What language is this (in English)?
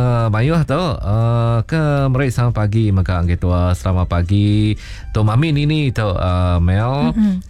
Iban